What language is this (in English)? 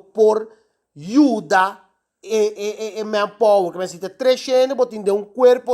Papiamento